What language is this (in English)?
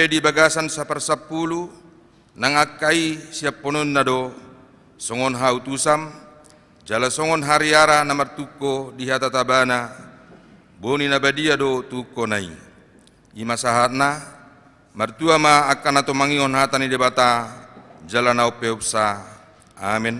Batak Toba